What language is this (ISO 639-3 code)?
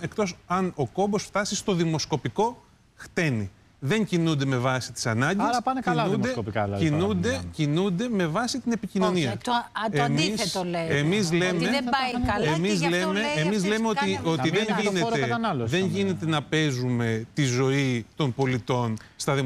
ell